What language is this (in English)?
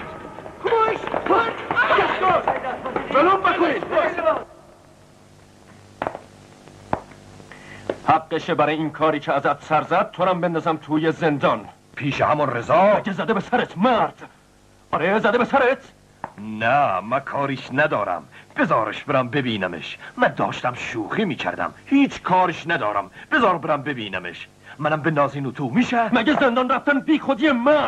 Persian